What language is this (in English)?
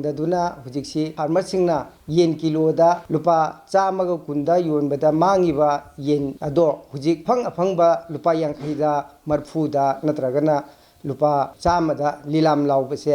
Manipuri